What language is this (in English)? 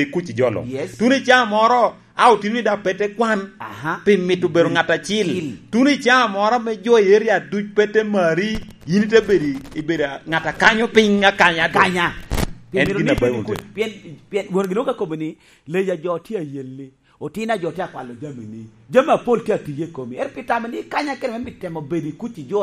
Lango (Uganda)